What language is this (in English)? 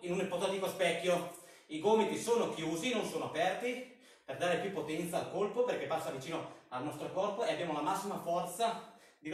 Italian